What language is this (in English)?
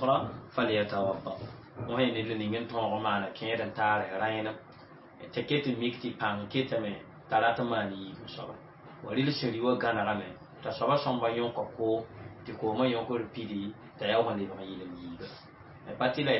Mossi